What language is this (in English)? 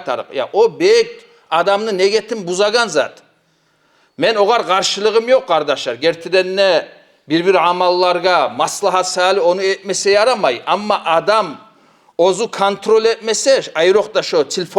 Kumyk